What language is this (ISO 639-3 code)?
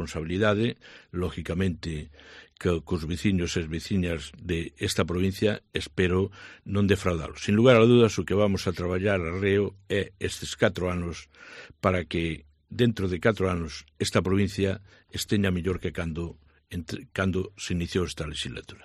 glg